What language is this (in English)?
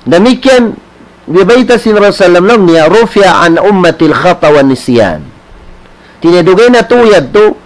Tausug